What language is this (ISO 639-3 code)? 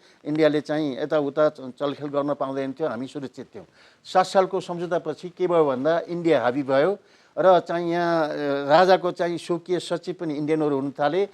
nep